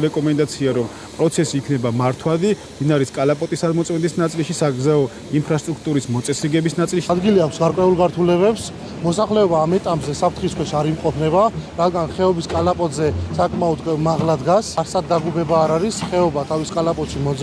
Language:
Georgian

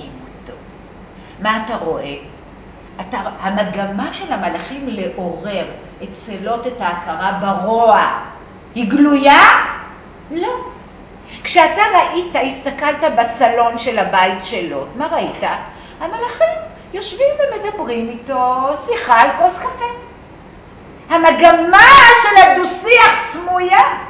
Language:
Hebrew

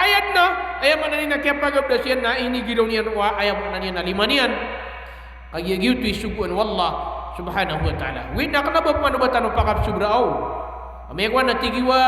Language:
Maranao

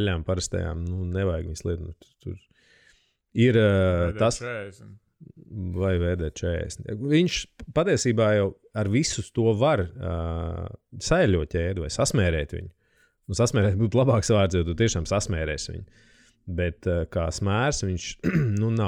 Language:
Latvian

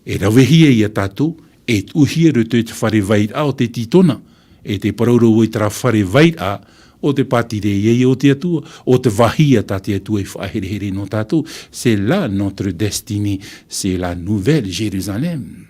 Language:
Tahitian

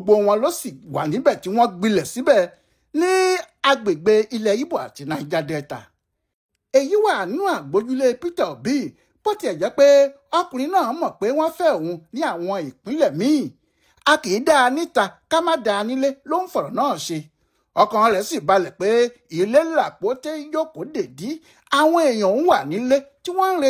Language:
Yoruba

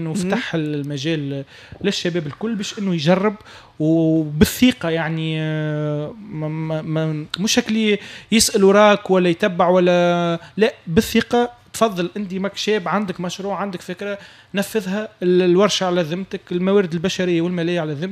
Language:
Tunisian Arabic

